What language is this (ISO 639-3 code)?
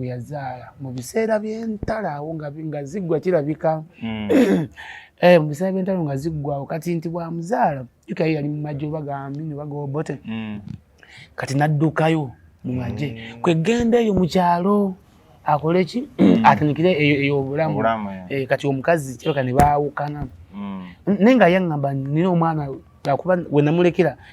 lug